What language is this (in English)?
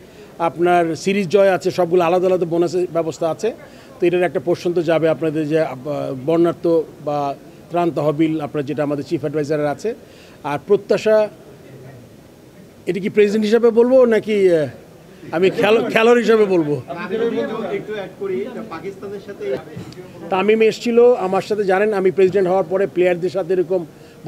Bangla